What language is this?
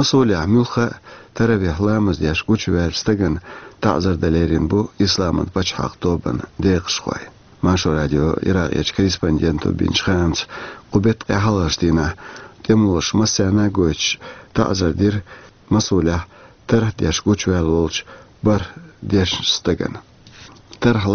Chechen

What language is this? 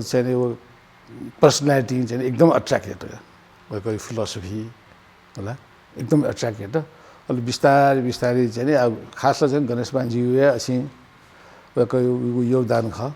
Newari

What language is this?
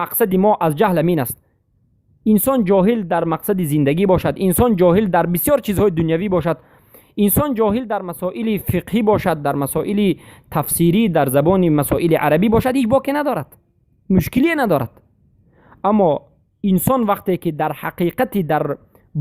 Persian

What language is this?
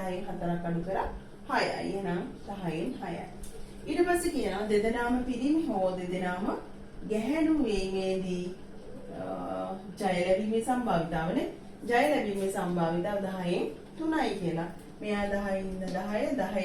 Sinhala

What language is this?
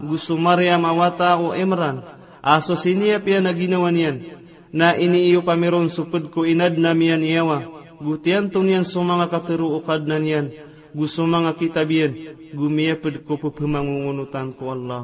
Maranao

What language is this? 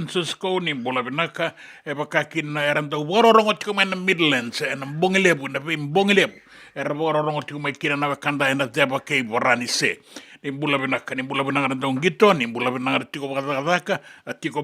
Fijian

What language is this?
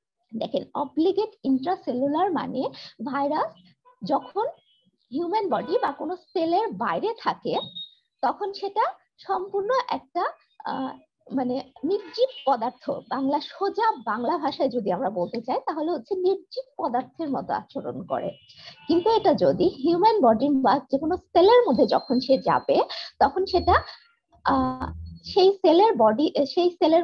Bangla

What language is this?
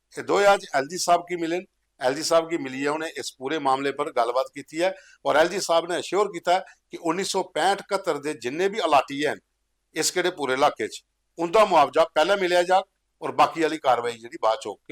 Dogri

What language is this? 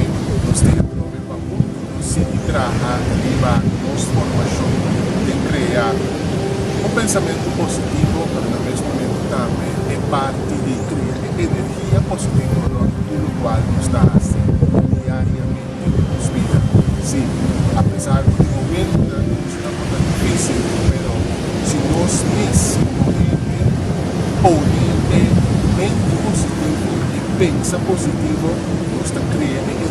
Papiamento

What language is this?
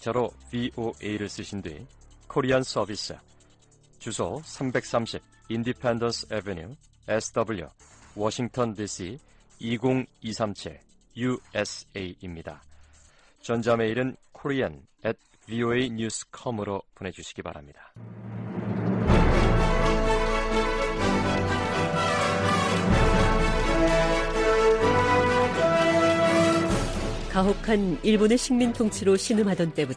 Korean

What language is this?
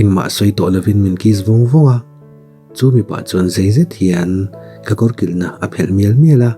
Mizo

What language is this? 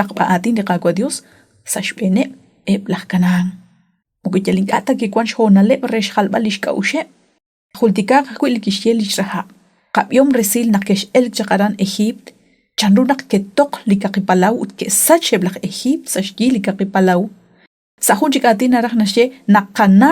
Kekchí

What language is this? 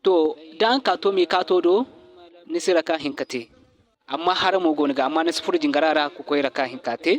Zarma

